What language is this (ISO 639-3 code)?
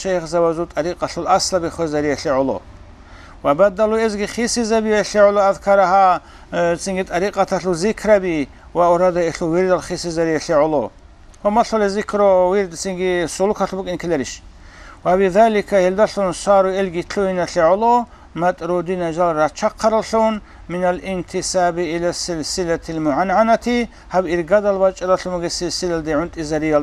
ava